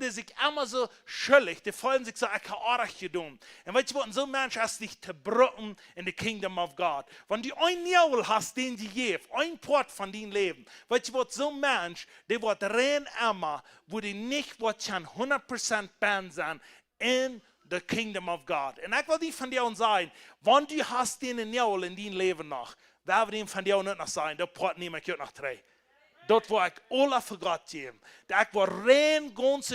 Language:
Plautdietsch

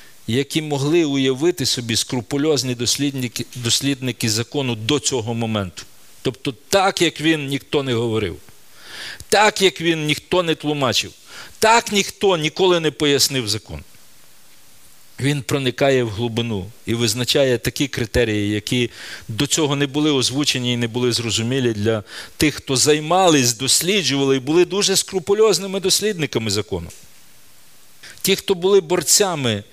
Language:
Ukrainian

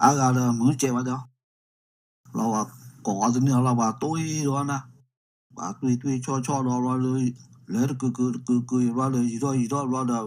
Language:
S'gaw Karen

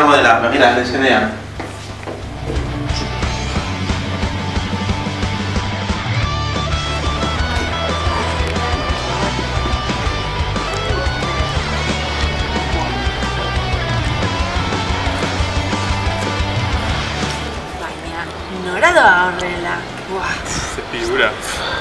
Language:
Basque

